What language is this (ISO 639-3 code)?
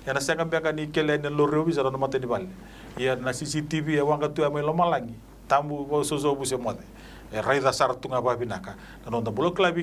fij